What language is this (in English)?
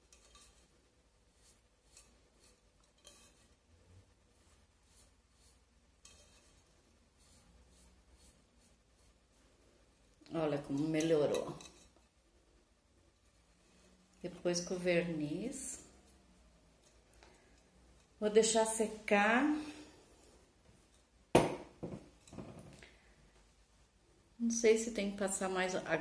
Portuguese